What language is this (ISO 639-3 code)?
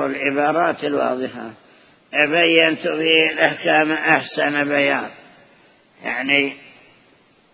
ara